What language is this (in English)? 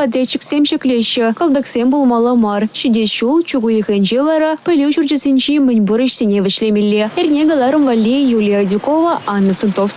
Chuvash